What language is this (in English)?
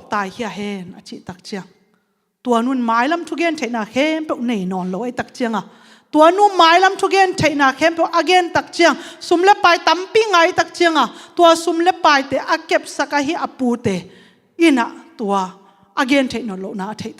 Tedim Chin